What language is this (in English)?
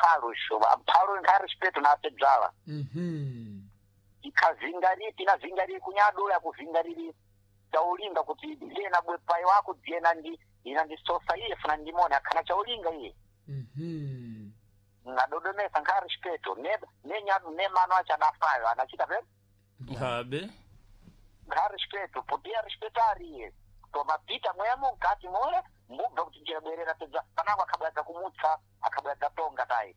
Sena